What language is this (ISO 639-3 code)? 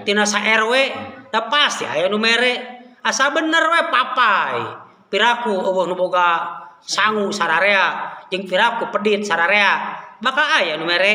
sun